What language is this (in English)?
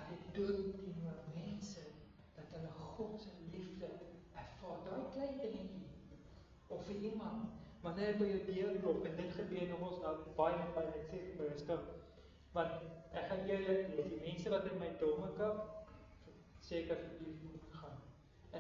Afrikaans